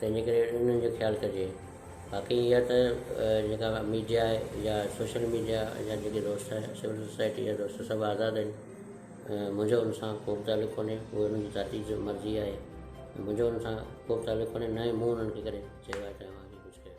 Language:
Sindhi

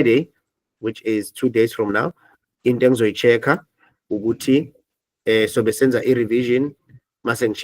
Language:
Zulu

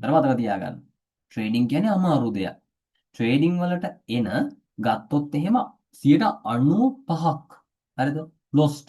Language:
Sinhala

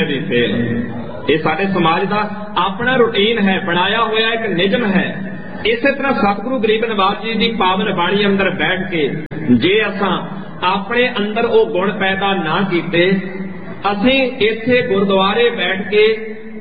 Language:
Punjabi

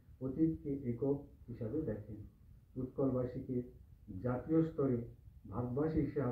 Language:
Bangla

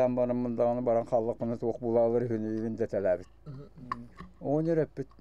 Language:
Yakut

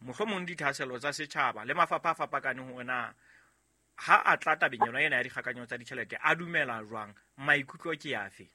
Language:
Southern Sotho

